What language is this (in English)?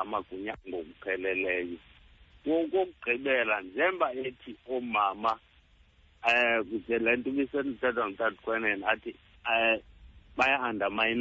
Xhosa